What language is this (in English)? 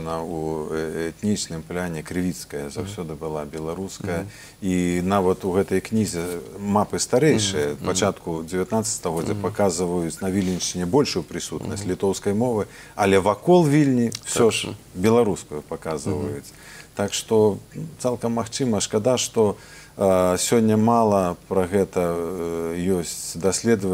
Belarusian